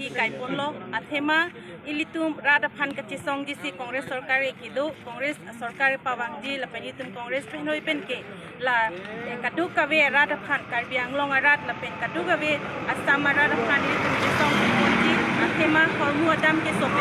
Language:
Karbi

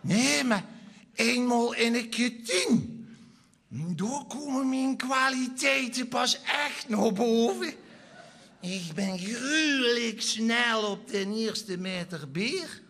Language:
Limburgish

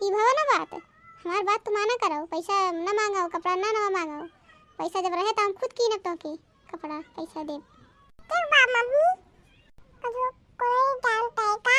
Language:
Awadhi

